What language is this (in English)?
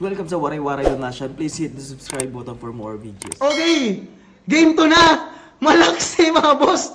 Waray